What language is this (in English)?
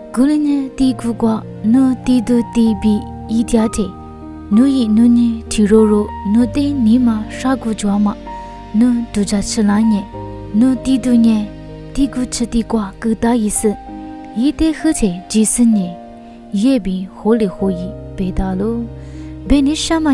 Lisu